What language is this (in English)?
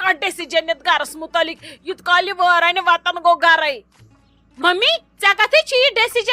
Kashmiri